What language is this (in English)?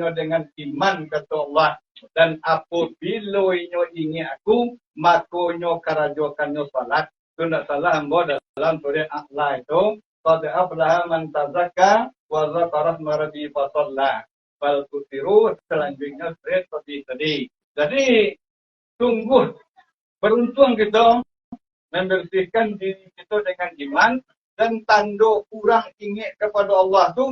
Minangkabau